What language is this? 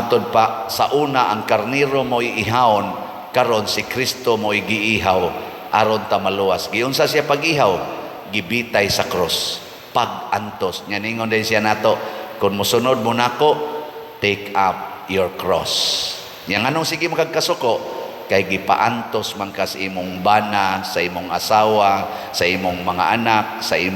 Cebuano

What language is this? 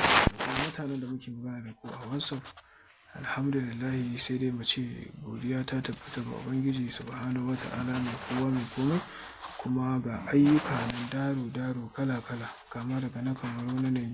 Hausa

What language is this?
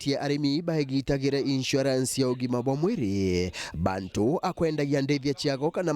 Meru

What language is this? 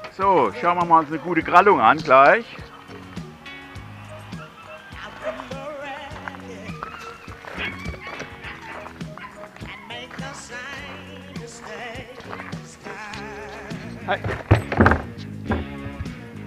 German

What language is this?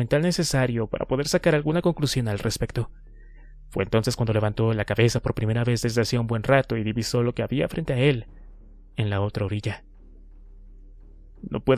Spanish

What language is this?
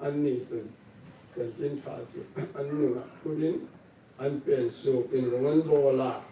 Hmar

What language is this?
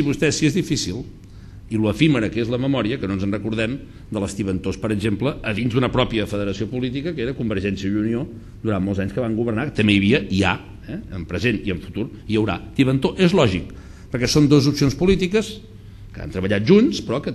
Catalan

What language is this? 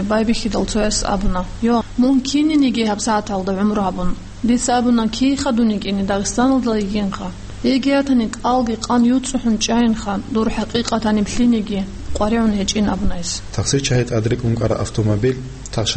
Avaric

